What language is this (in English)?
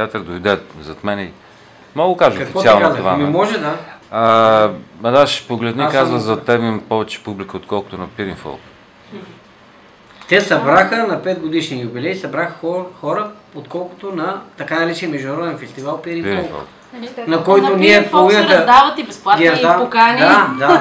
Bulgarian